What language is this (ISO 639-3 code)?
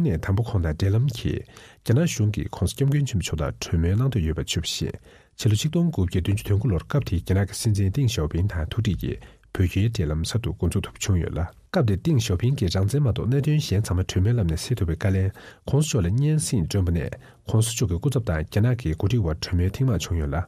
bod